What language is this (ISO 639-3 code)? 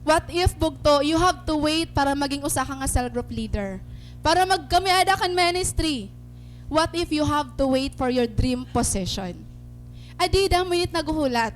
war